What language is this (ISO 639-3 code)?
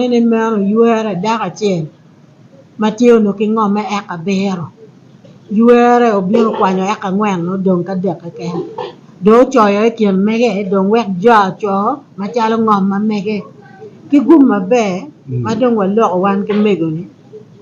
ach